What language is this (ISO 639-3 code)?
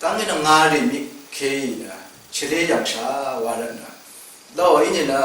raw